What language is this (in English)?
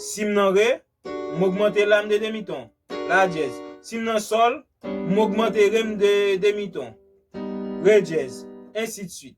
Haitian Creole